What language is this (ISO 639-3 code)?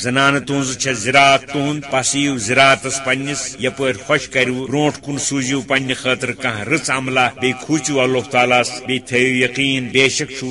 kas